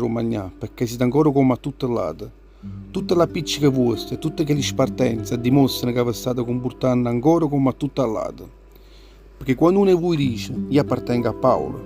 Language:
Neapolitan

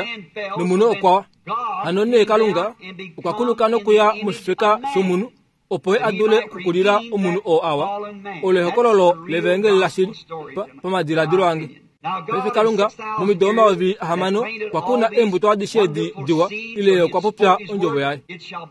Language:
Kuanyama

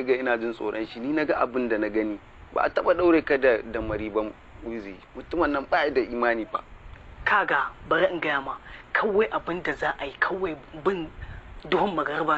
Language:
Hausa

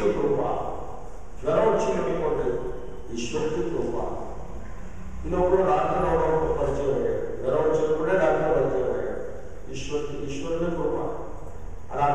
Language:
Telugu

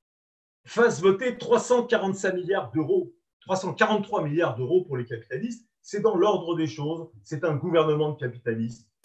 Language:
French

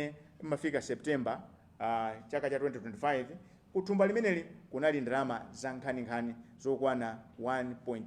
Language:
Nyanja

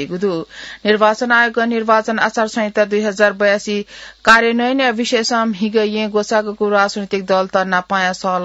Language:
Newari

